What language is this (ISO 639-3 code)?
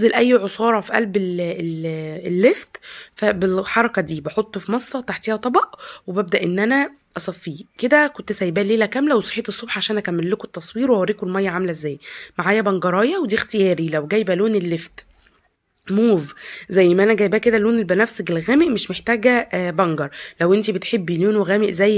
arz